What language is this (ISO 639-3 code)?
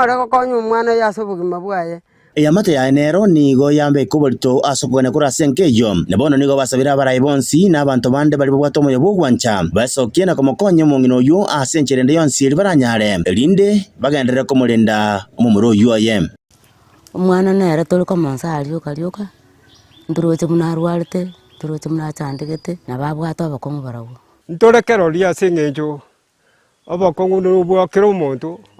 guz